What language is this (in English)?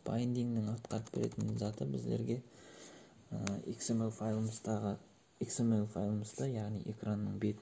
Kara-Kalpak